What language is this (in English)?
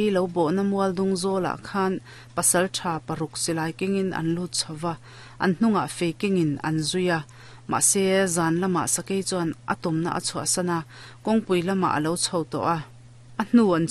Mizo